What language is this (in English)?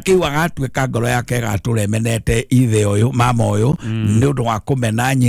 Kikuyu